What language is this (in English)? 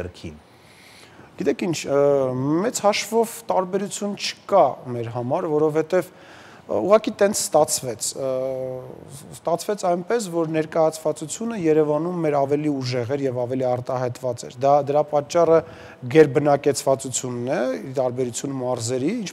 Armenian